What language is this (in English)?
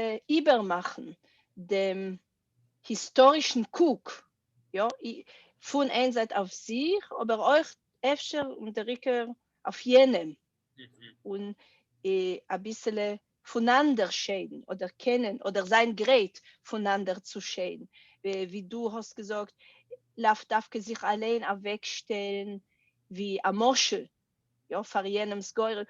Yiddish